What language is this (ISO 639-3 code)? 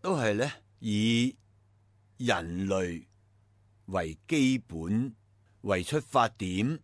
yue